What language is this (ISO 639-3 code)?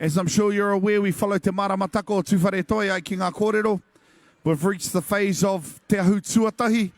mri